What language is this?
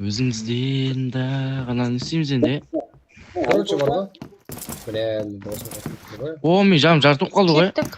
Kara-Kalpak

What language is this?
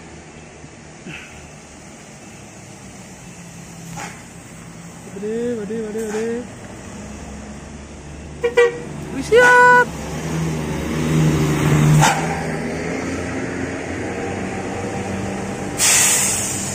Indonesian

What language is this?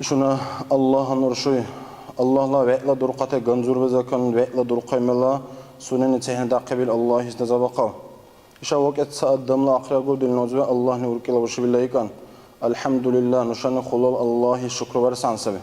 Dargwa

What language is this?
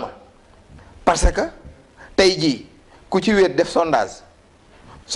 Wolof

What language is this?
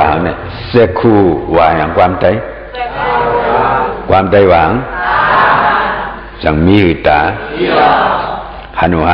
Shan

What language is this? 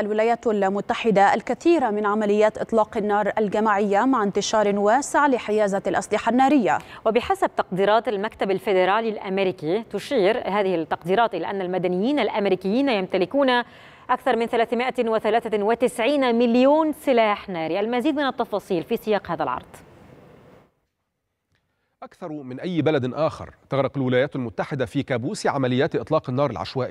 Arabic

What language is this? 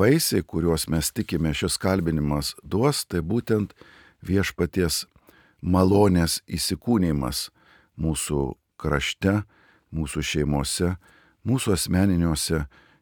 Lithuanian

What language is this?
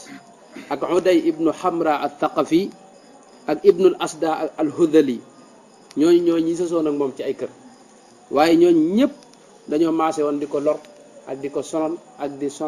Wolof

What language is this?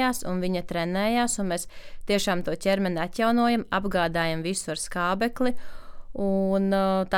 Latvian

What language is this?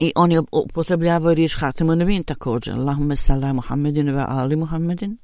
Bosnian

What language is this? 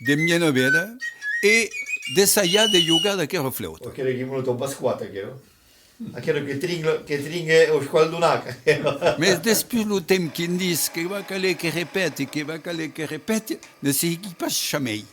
Occitan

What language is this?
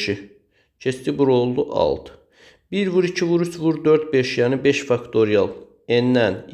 Azerbaijani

